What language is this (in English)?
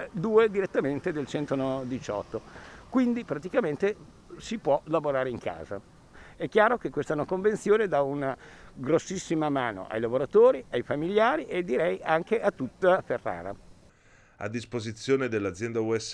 Italian